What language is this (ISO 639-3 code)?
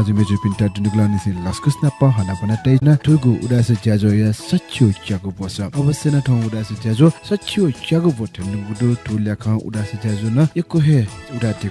new